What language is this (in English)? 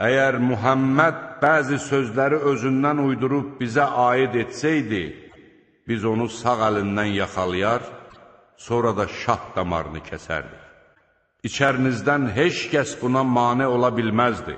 Azerbaijani